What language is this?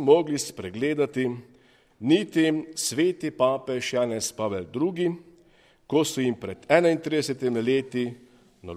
Slovenian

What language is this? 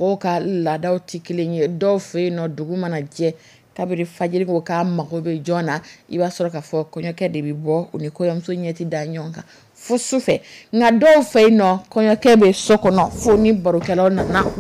Dyula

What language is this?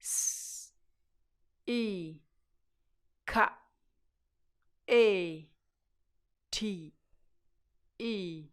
Nyanja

